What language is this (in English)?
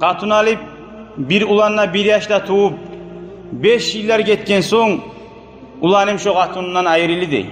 Kumyk